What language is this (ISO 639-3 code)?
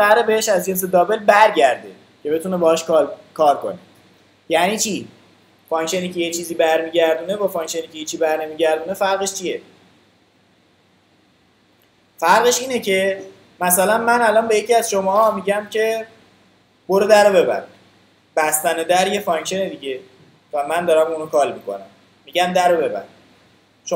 fas